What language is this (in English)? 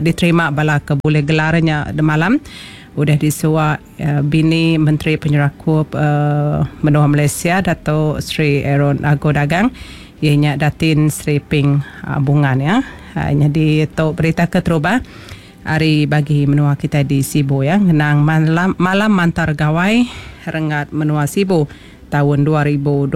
Iban